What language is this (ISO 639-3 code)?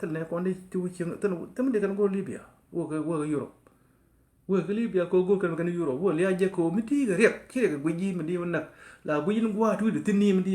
nus